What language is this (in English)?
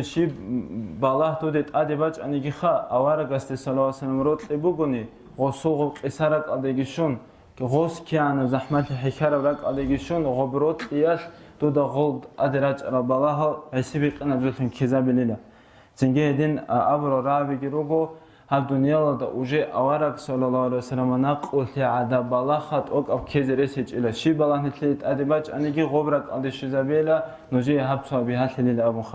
Avaric